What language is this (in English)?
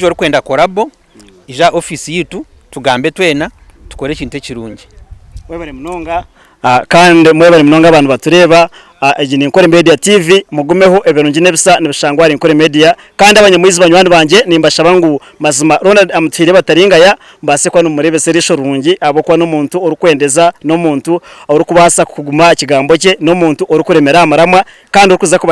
Nyankole